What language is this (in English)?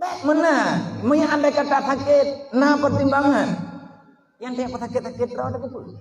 Achinese